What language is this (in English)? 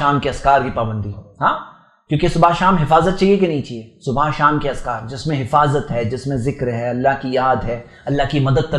Urdu